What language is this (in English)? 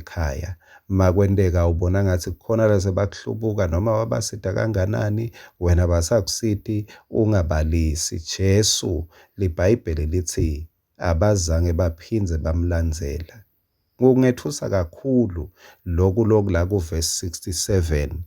Swati